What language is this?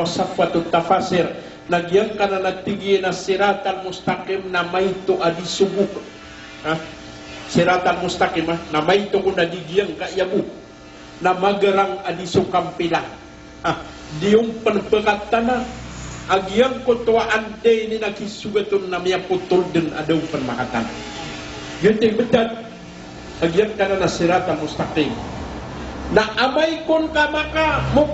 Maranao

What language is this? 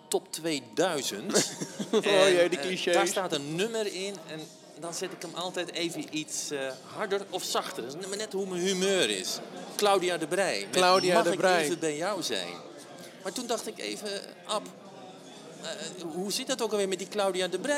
Dutch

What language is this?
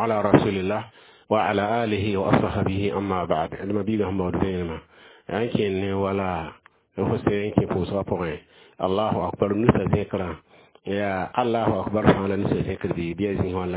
Mossi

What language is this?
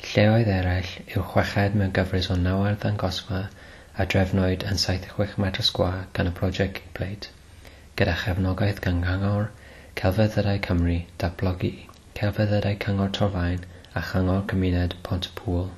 Welsh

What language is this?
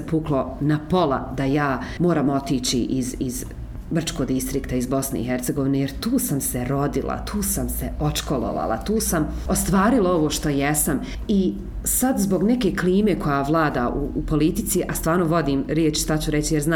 Bosnian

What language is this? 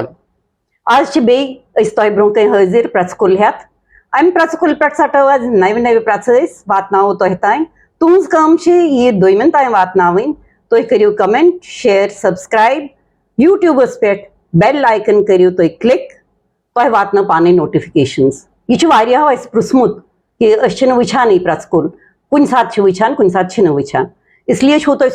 Kashmiri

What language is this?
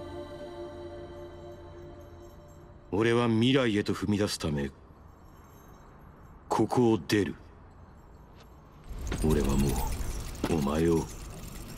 Japanese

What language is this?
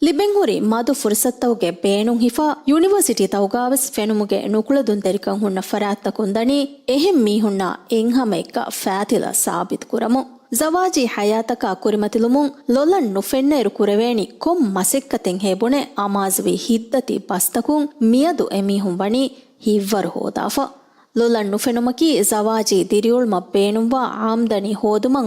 Divehi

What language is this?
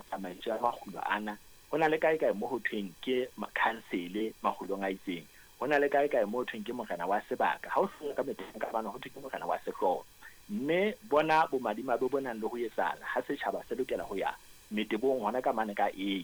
Southern Sotho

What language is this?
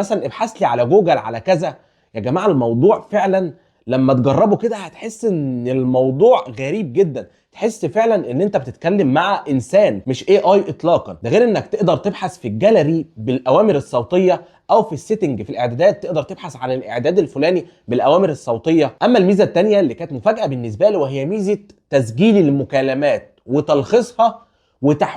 Egyptian Arabic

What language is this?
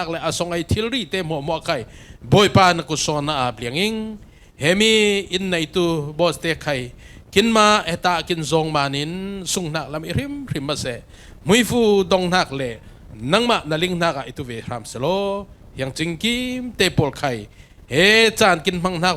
Falam Chin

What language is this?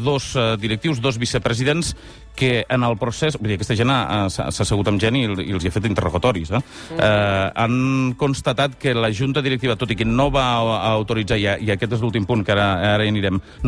Catalan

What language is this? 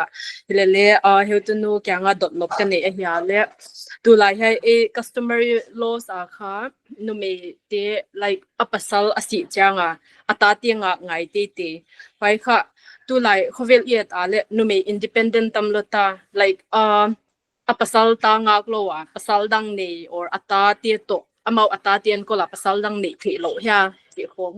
Paite Chin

